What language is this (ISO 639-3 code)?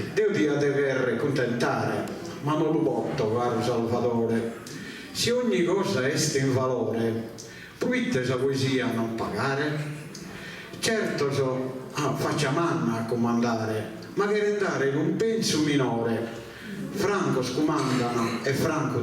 srd